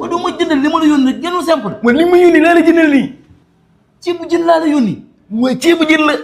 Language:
Wolof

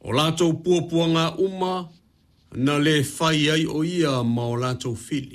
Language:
Samoan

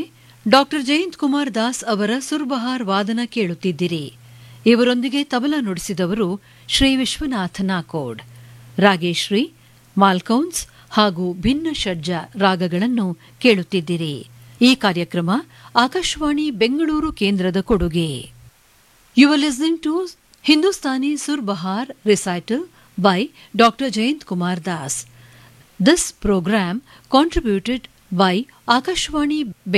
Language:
Kannada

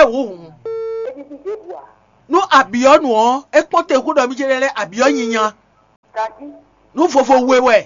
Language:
Fon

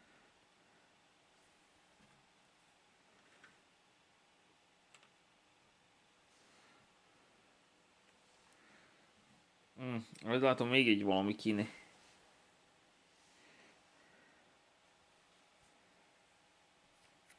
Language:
Hungarian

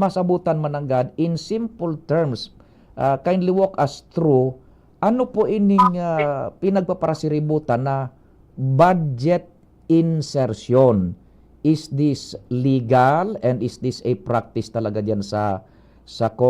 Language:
Bikol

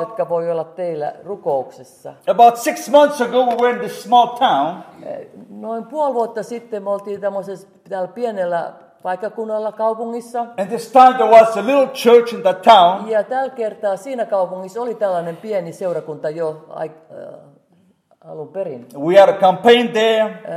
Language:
Finnish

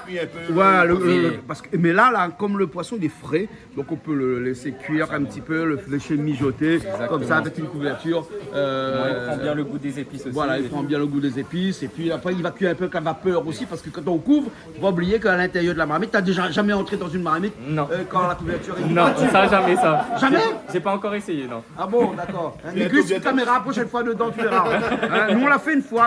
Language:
Réunion Creole French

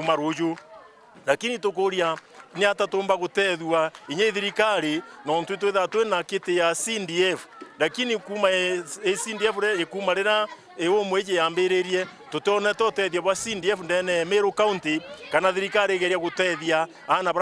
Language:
Meru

